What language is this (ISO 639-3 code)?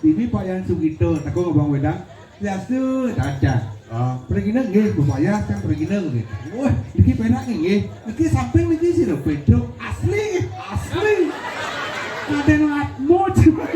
ban